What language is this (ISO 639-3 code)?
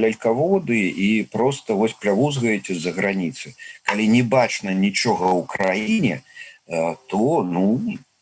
bel